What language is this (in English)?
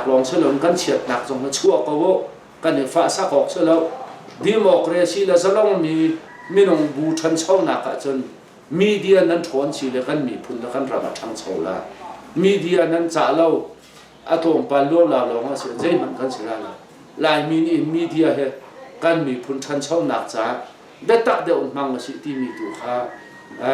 Hakha Chin